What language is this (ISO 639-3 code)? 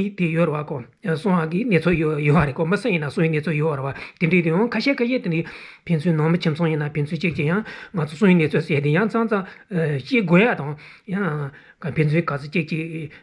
bod